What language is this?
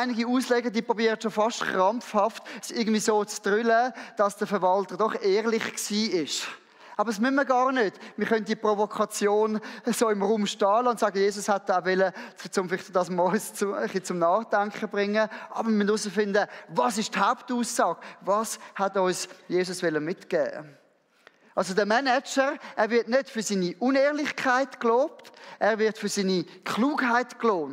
Swiss German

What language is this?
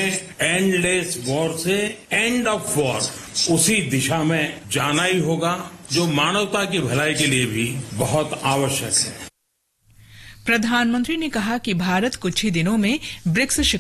Hindi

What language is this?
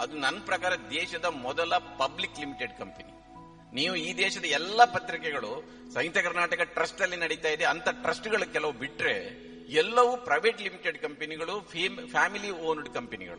Kannada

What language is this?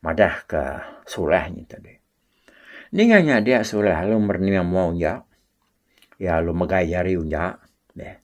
Iban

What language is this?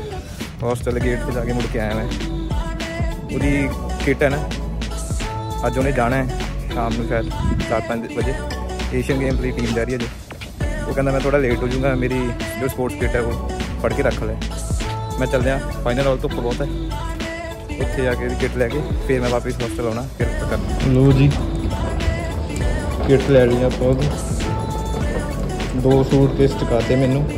Punjabi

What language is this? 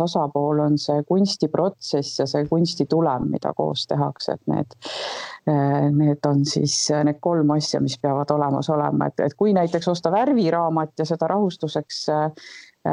Estonian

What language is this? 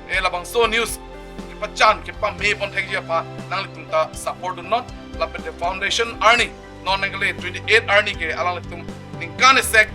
Karbi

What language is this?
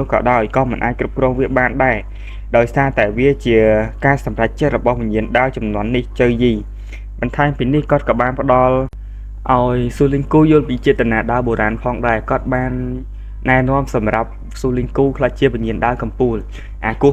Khmer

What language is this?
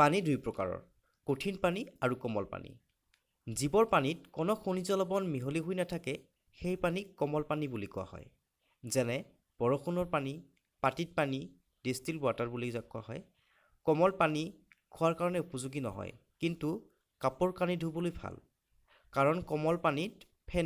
Assamese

